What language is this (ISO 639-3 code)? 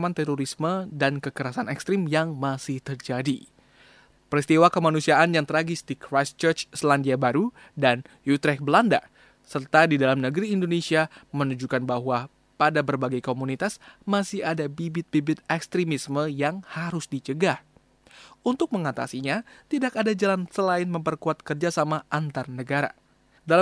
ind